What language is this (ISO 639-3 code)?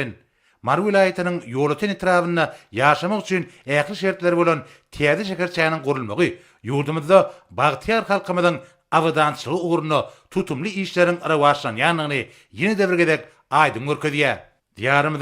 tuk